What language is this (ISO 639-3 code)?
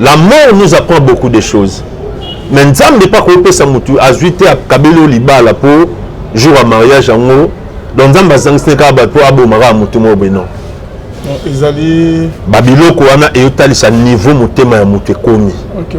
lin